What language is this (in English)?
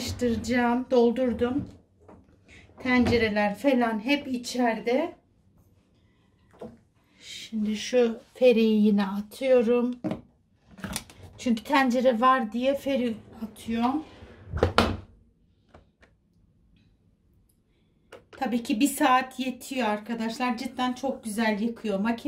Turkish